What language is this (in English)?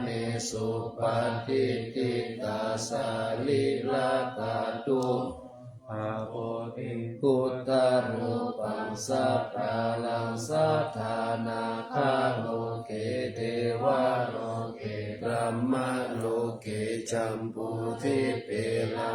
Pali